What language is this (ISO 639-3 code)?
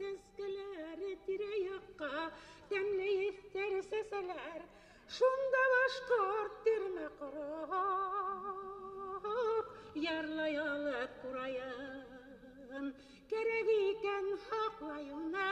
bak